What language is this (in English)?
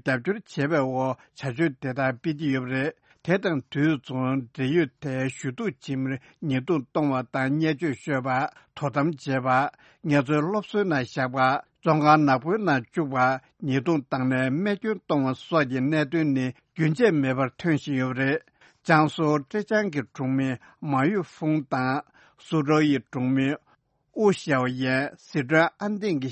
Tibetan